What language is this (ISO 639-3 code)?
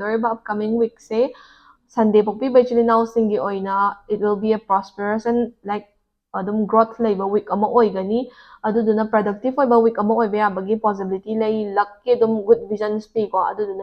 mni